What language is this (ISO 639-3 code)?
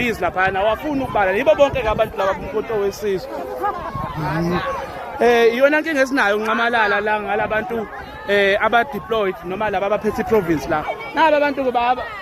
zul